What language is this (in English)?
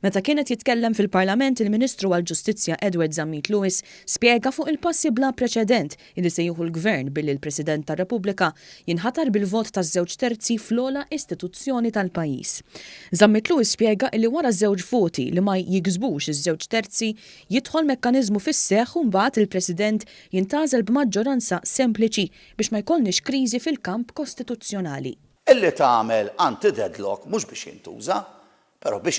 Maltese